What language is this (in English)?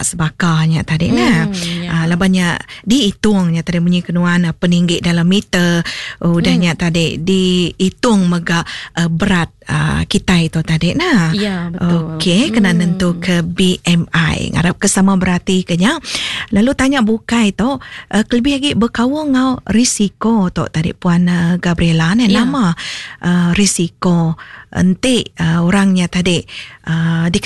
Iban